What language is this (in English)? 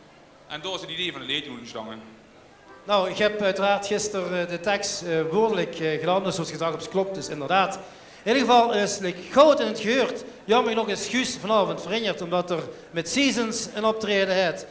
Limburgish